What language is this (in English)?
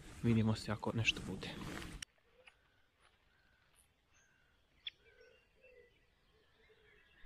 Croatian